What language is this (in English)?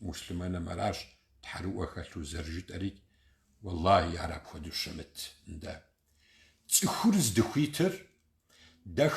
Kabardian